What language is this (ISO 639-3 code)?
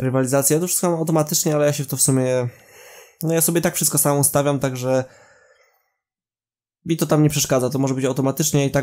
pol